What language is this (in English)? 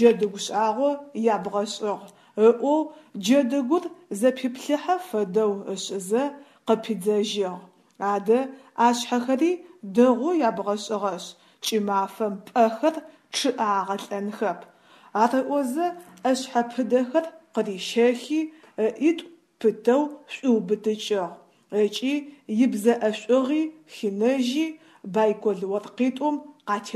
Adyghe